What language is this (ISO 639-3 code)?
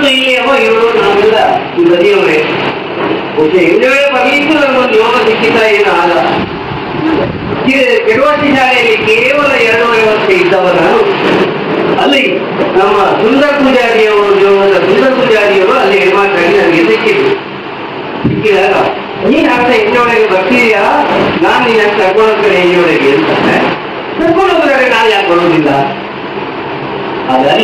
kan